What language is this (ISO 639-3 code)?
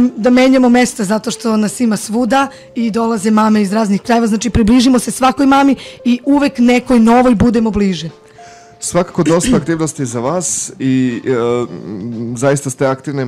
srp